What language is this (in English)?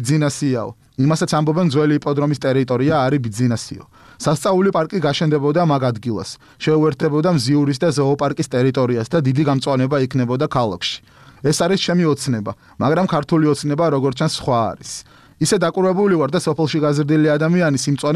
Georgian